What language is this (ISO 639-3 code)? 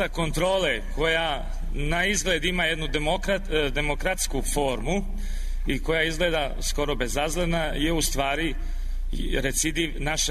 srp